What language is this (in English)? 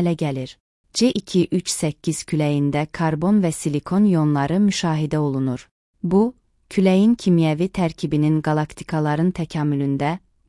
Azerbaijani